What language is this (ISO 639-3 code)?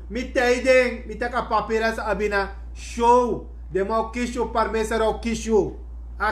srn